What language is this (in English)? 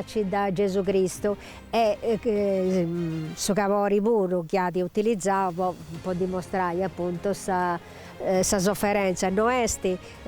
Sardinian